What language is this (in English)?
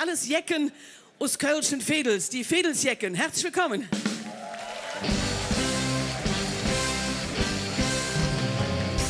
German